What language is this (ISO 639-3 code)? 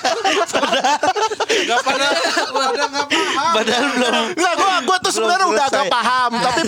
ind